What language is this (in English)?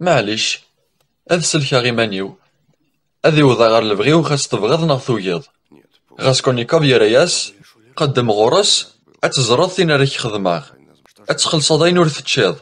Kabyle